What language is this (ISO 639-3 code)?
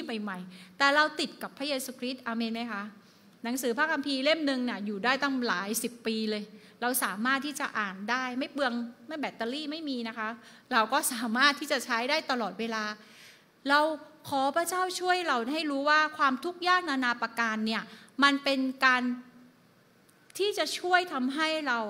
tha